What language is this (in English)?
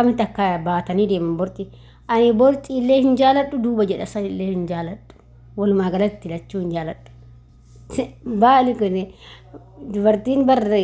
Oromo